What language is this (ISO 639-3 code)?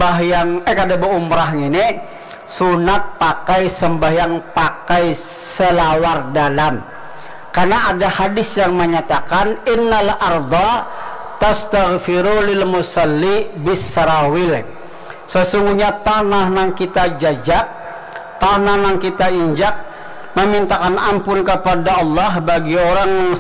bjn